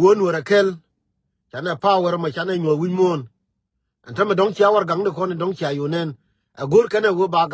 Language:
Nuer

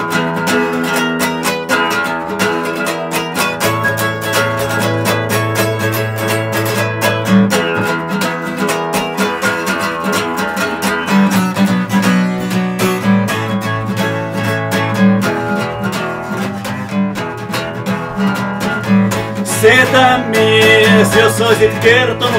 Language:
Finnish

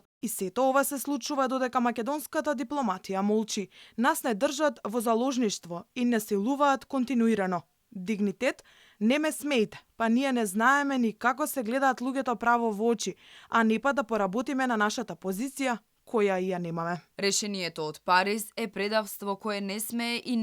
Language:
Macedonian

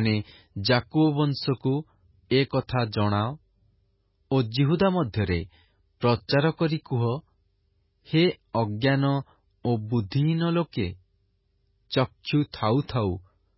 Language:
Odia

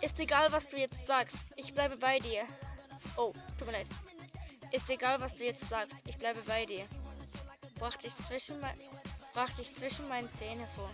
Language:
Swiss German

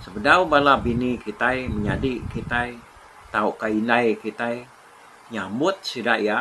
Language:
Iban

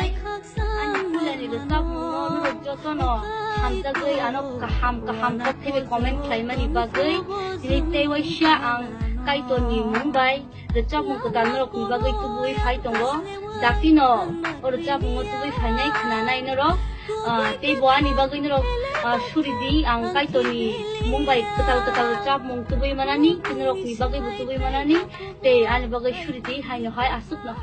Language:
Kok Borok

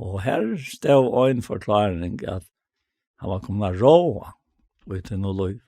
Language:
Faroese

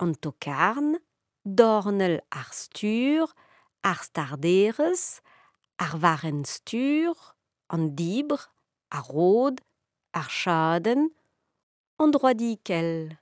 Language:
Breton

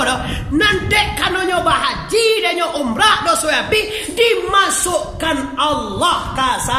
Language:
Minangkabau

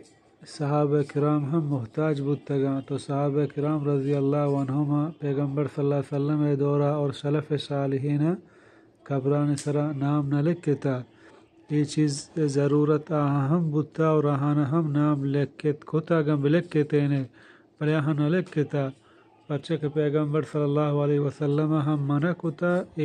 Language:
Eastern Balochi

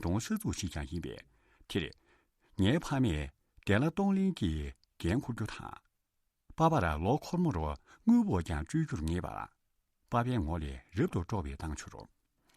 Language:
Tibetan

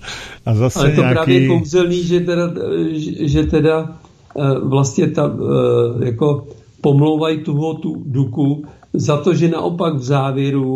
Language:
Czech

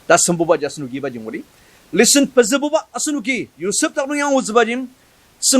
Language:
Ao Naga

